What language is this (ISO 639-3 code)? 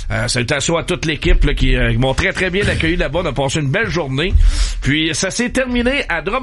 fra